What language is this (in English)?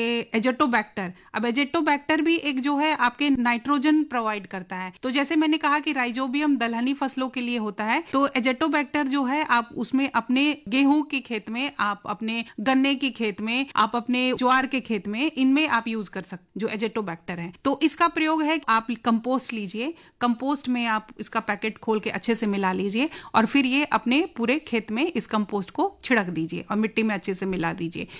Hindi